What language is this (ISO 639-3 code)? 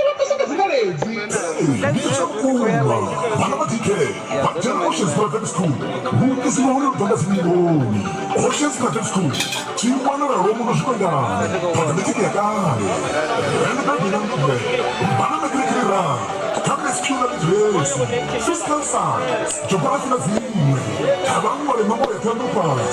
ven